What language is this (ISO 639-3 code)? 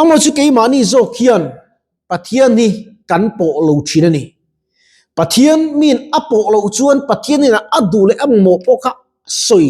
lus